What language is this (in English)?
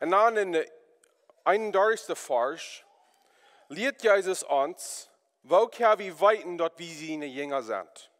Plautdietsch